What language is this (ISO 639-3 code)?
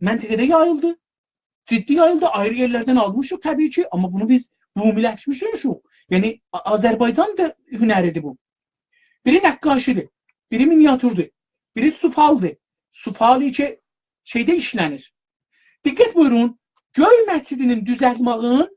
azb